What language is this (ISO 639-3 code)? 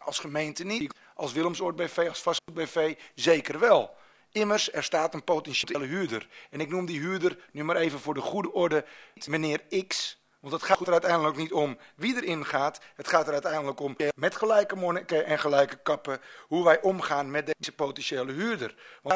nld